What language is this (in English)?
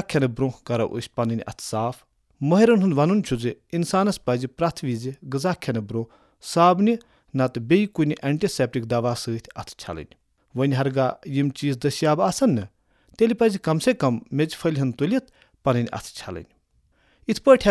Kashmiri